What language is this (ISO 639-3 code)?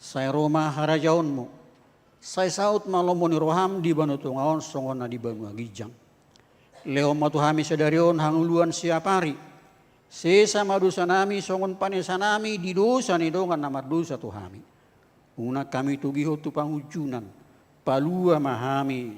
bbc